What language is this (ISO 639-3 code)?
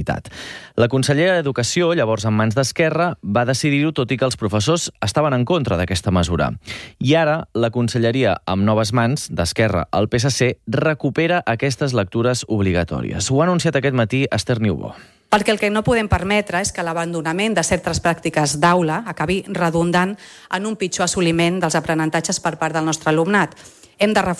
cat